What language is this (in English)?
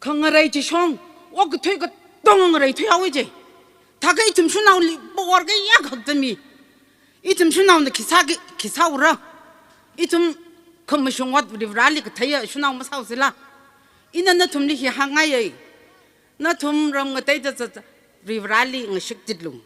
Tangkhul Naga (India)